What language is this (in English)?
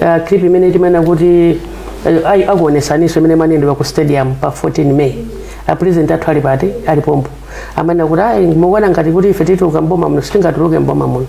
Nyanja